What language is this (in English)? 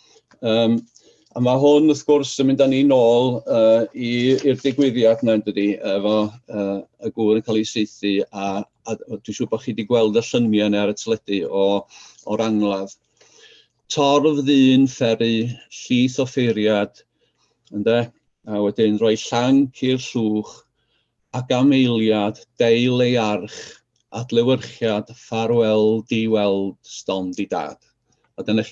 Welsh